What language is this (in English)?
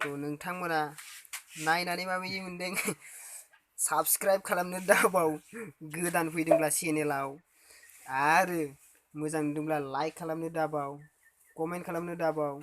Bodo